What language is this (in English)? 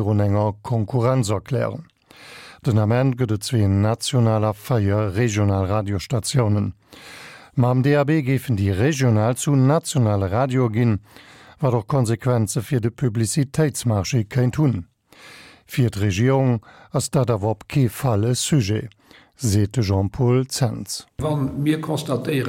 Luxembourgish